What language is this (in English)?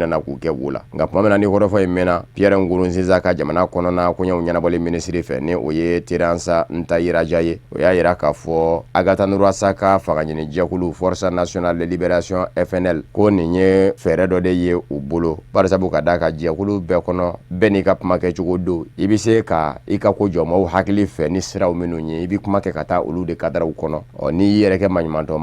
Bambara